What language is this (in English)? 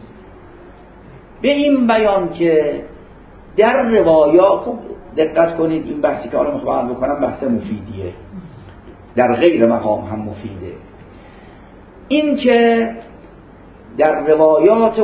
Persian